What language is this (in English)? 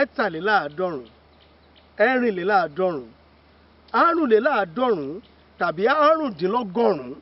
Yoruba